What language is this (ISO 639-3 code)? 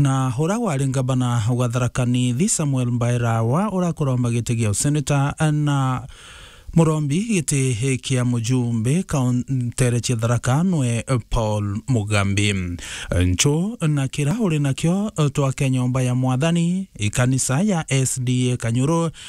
mer